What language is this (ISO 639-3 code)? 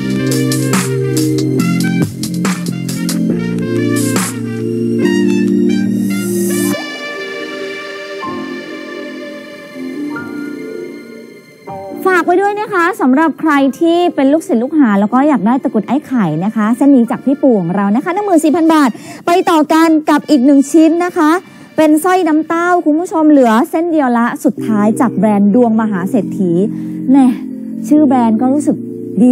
tha